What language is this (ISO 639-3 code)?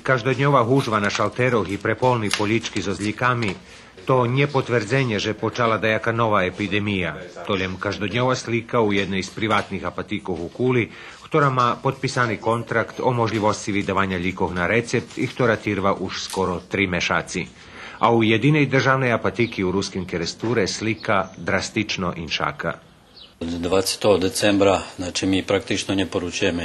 rue